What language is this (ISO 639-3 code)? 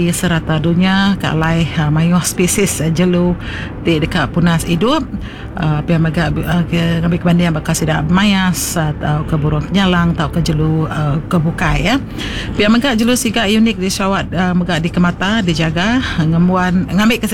iba